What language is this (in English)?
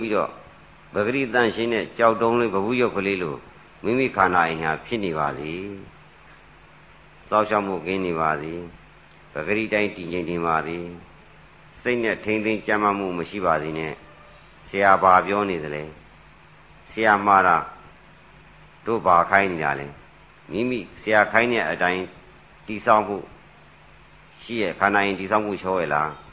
Burmese